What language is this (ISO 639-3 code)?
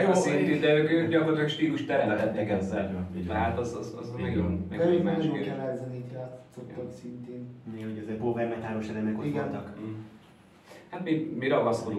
hun